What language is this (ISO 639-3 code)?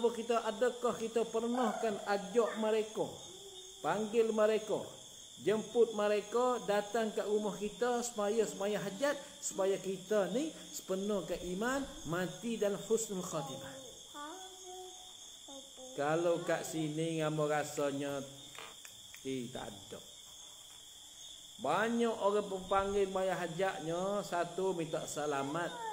msa